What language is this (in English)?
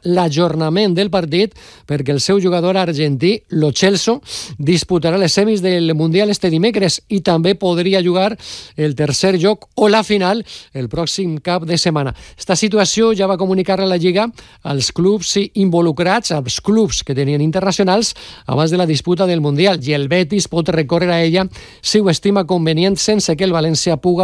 Catalan